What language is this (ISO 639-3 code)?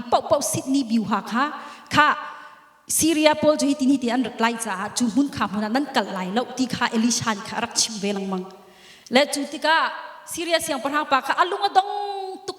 cnh